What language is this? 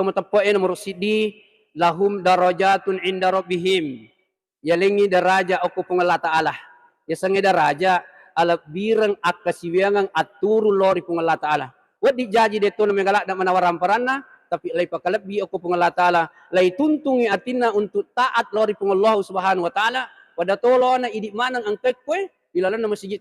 Buginese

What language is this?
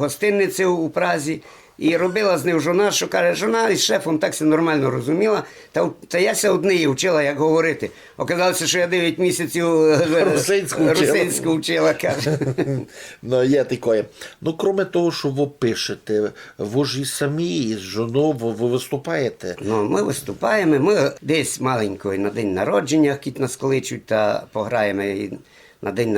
Rusyn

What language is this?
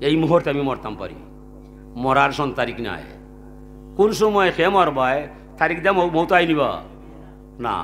Sylheti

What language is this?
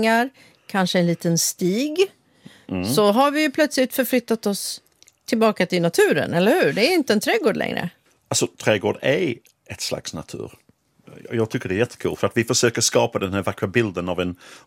Swedish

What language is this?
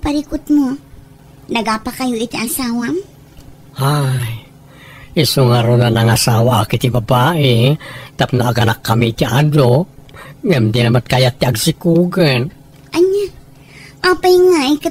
Iloko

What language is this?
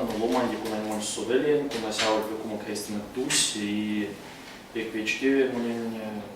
Erzya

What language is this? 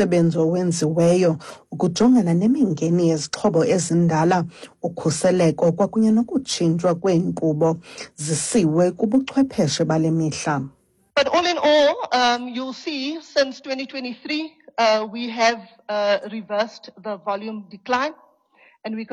Xhosa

